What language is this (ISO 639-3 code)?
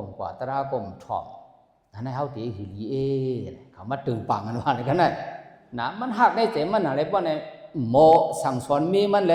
shn